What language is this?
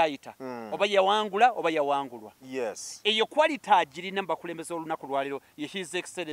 Ganda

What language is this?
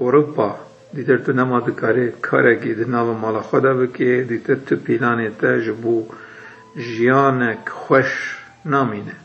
Kurdish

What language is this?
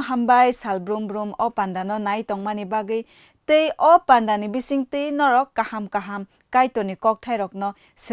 Kok Borok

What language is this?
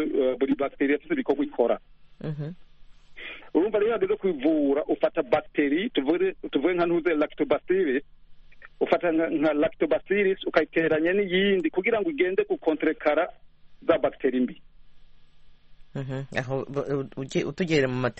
Kinyarwanda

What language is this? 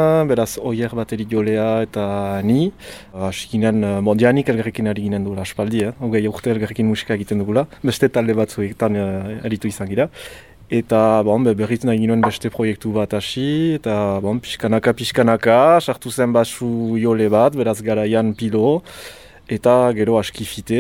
Basque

